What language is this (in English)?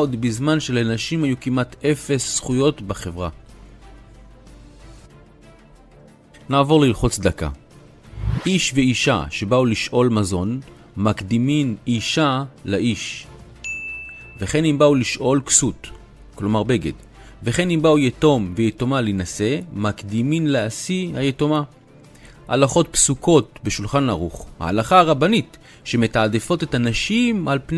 Hebrew